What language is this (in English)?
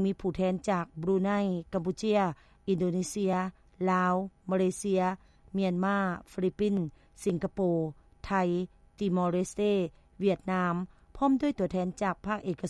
Lao